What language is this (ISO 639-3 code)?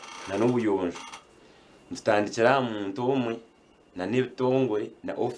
nyn